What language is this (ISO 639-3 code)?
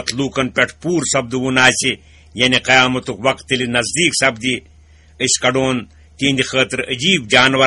kas